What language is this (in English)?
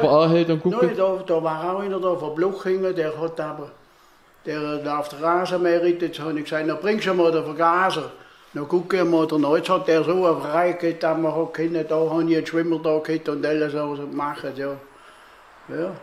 Swabian